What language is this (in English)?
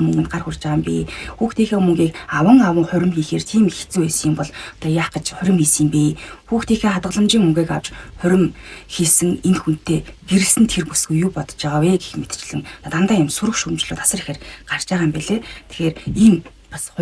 Mongolian